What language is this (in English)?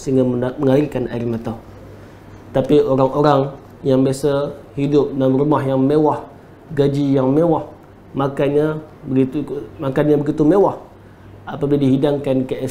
Malay